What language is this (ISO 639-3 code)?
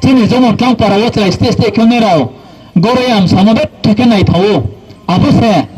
ria